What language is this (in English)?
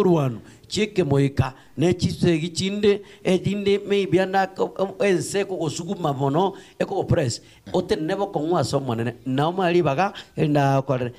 Gusii